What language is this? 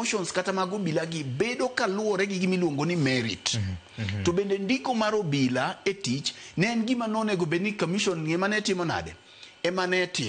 Luo (Kenya and Tanzania)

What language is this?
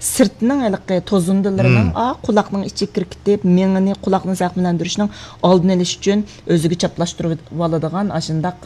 Uyghur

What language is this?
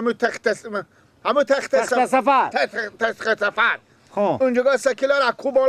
Persian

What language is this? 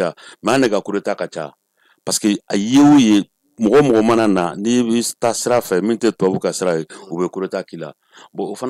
Bambara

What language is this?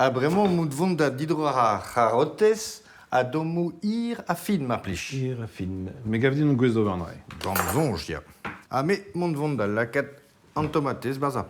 Breton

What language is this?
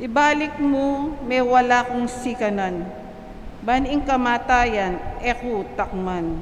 Pampanga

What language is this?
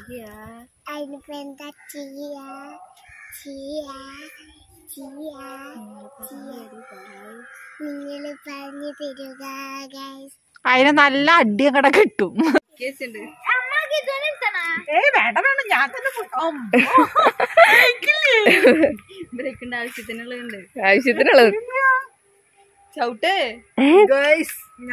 Malayalam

